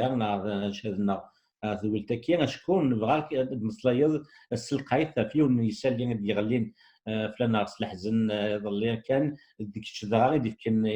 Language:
Kabyle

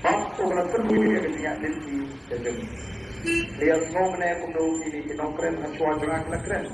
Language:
Khasi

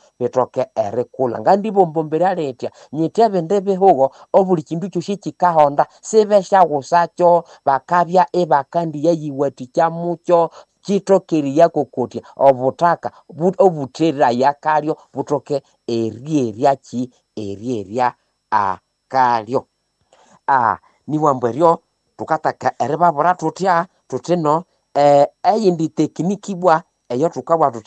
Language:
Nande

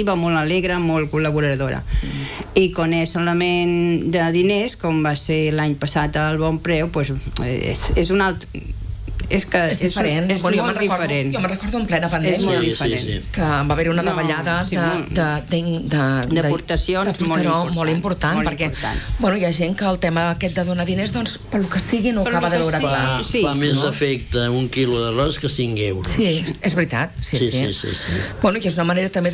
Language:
Catalan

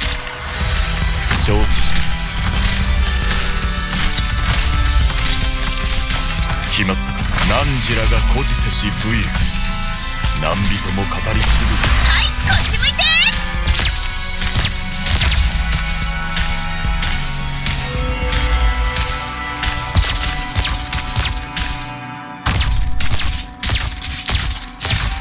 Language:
Japanese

